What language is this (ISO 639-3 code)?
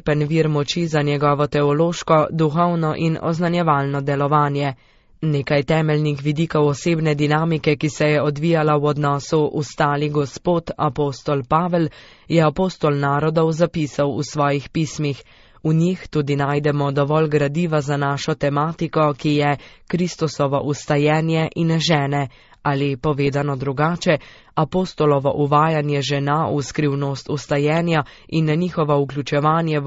slv